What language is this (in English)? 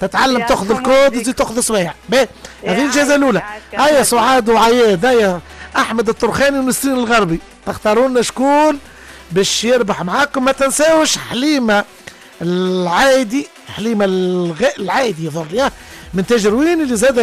Tunisian Arabic